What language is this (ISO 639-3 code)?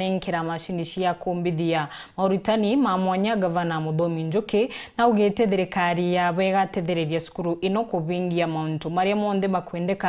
mer